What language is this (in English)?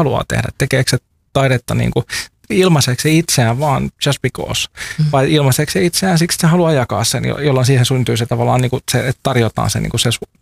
Finnish